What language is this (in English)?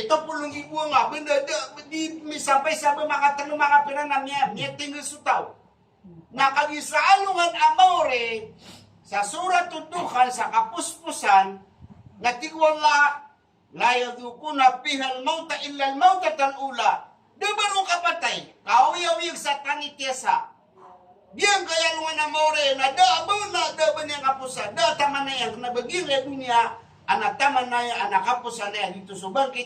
Maranao